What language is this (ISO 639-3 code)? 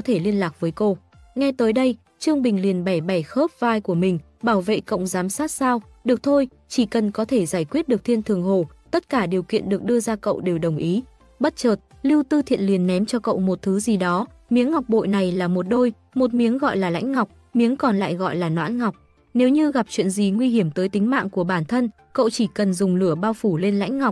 vie